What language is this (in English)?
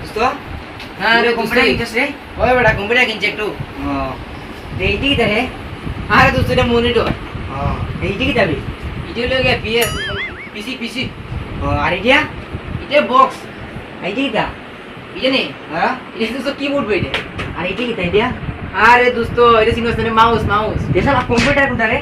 Sylheti